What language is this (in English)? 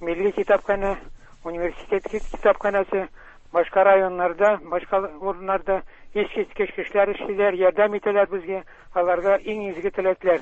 Tatar